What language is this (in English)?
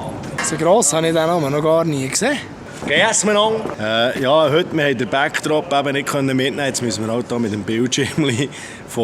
Swiss German